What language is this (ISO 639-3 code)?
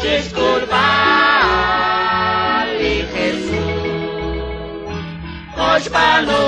kek